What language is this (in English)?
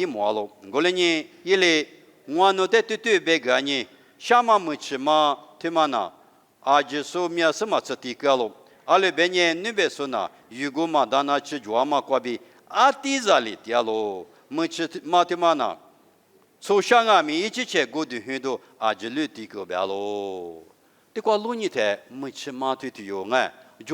Lisu